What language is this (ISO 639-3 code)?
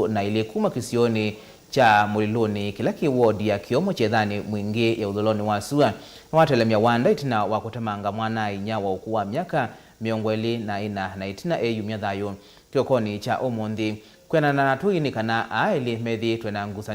kam